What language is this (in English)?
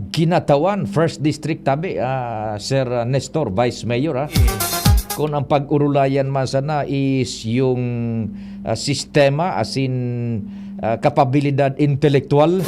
Bikol